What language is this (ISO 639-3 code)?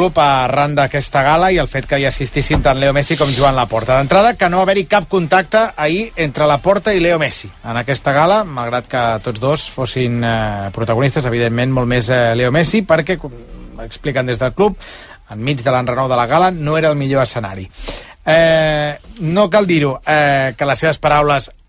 cat